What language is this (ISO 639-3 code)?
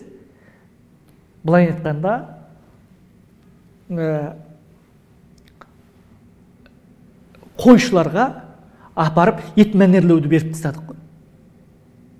kaz